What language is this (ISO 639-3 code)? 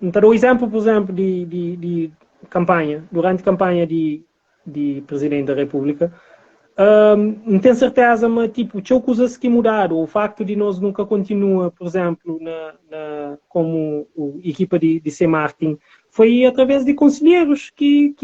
kea